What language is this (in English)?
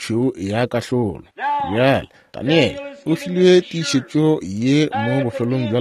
Northern Sotho